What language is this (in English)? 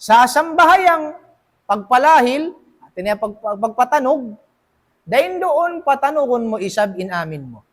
Tausug